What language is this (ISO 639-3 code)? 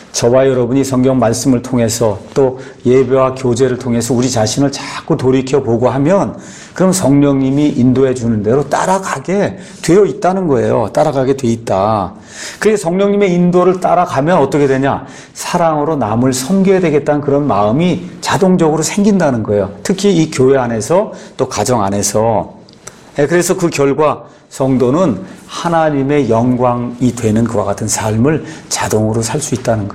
kor